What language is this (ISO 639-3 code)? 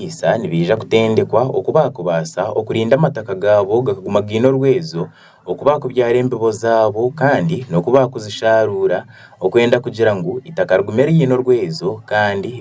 nyn